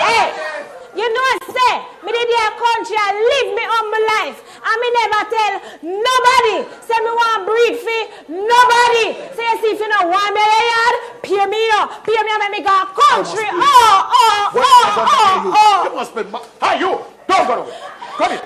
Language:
Jamaican Creole English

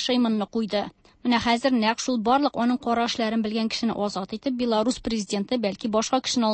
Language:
Tatar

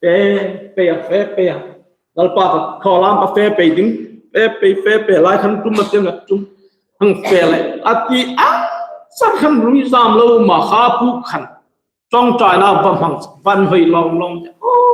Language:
Hmar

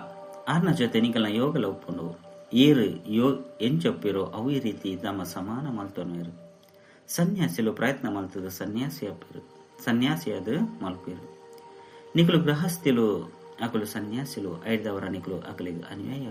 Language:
Tulu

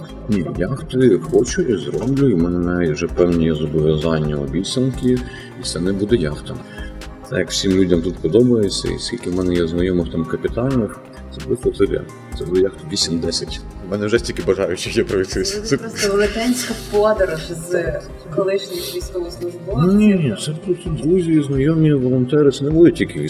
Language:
Ukrainian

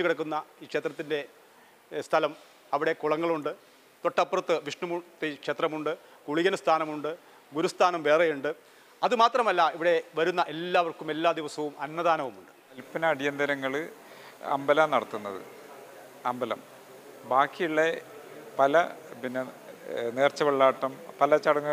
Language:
Malayalam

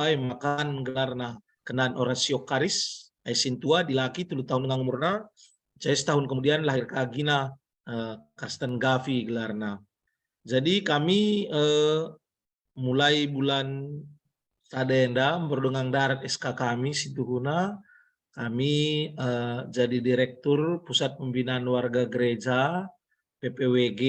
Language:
Batak Karo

